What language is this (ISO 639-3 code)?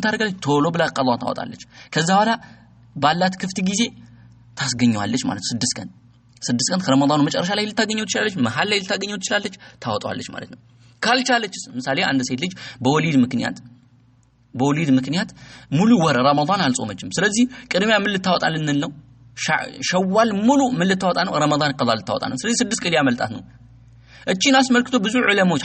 amh